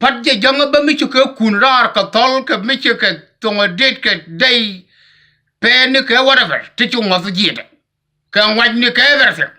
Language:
Nuer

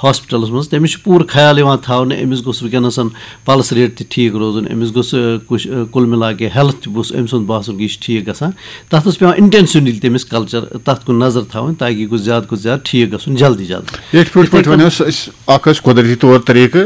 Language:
Kashmiri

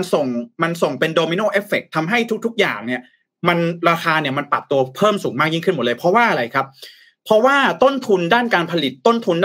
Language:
Thai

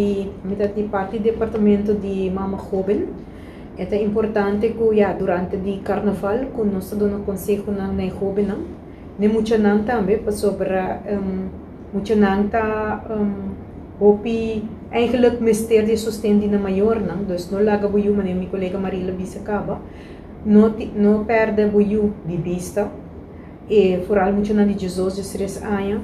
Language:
Papiamento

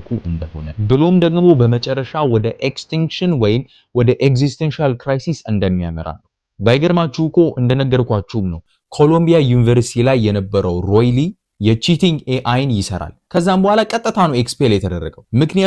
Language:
Amharic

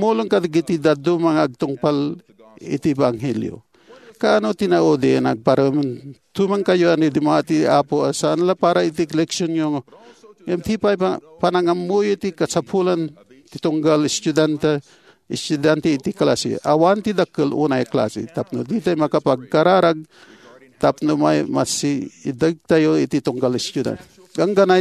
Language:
Iloko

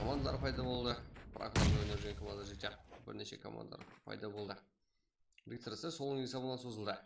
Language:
Kara-Kalpak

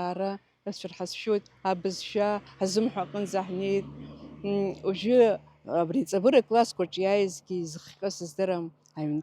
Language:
Abkhazian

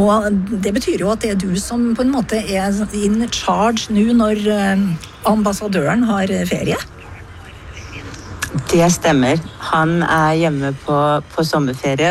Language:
Norwegian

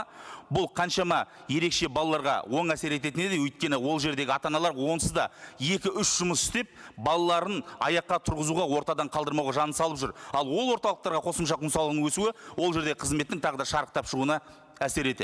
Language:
Kazakh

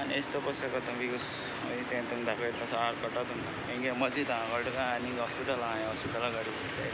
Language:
Konkani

